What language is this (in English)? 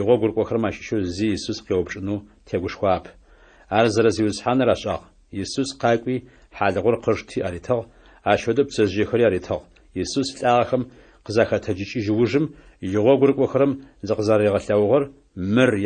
Adyghe